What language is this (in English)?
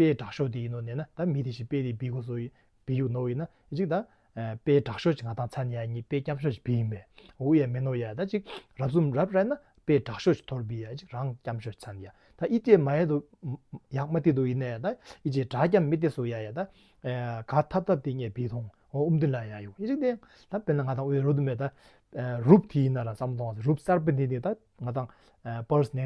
Tibetan